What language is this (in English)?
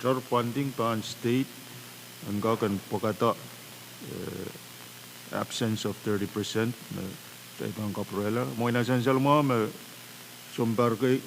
Pohnpeian